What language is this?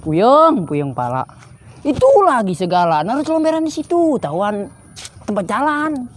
Betawi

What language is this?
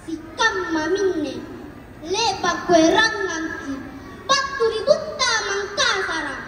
Makasar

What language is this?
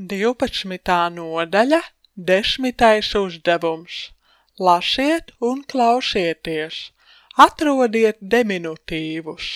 Latvian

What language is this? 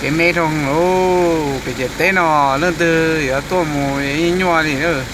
Hmong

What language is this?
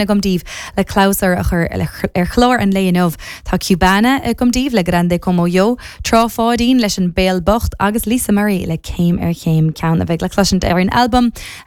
Irish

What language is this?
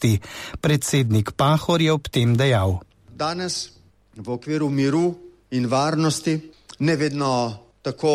Slovenian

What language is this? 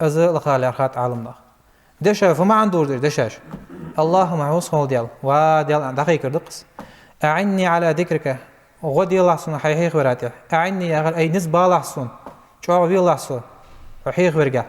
Ingush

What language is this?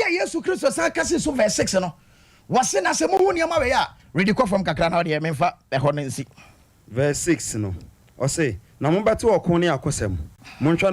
Akan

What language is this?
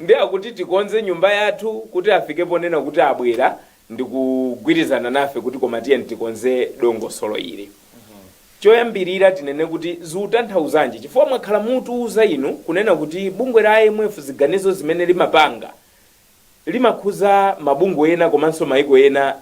Nyanja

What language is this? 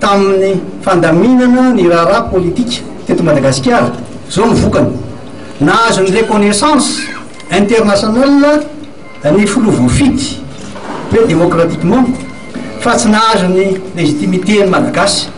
Malagasy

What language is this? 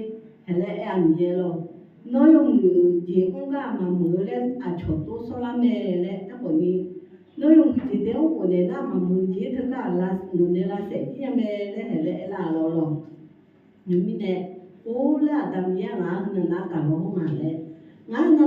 Akha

